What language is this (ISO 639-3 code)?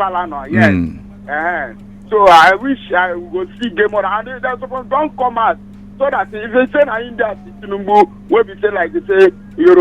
pcm